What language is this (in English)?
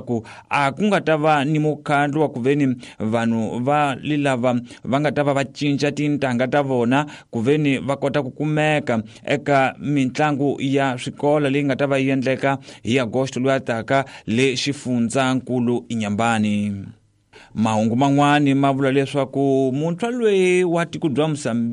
Tsonga